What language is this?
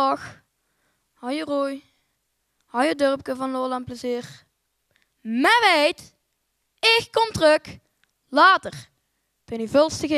Limburgish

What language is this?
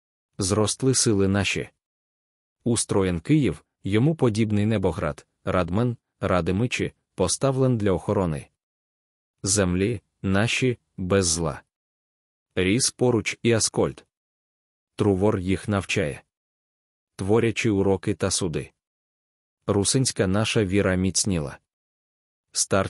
Ukrainian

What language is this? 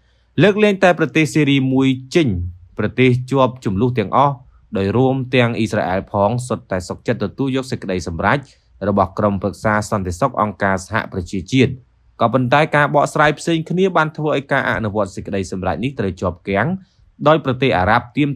Khmer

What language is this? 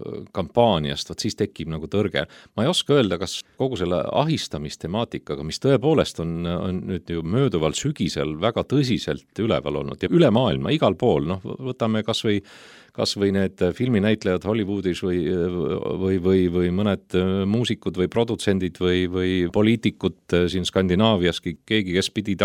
Estonian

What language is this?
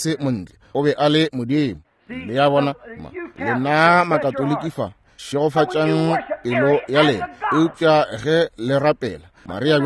Northern Sotho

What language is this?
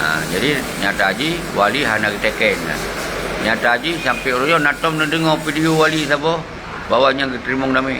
Achinese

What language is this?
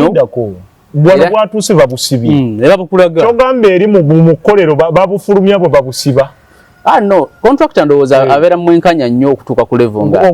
Ganda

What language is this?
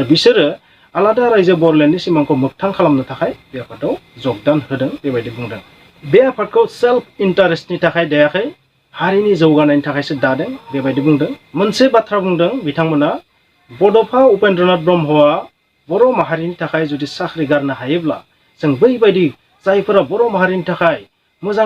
Bodo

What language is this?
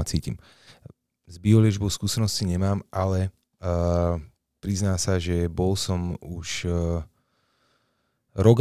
Slovak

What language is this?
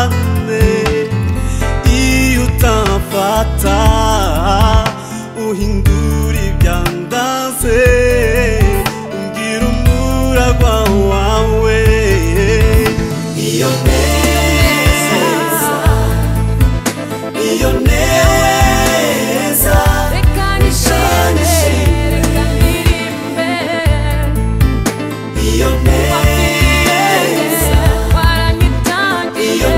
Kinyarwanda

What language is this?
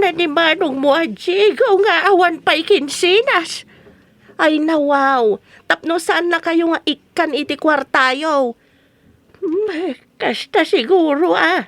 Iloko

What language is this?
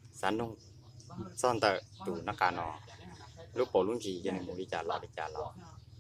Hmong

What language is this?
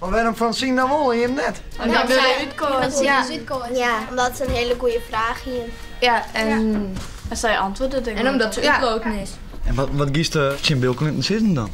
Western Frisian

